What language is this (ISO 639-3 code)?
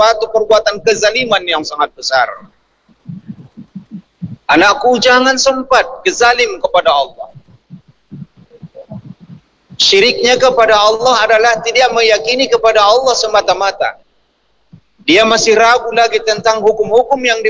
msa